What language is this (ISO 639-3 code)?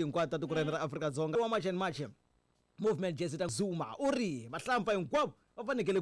tso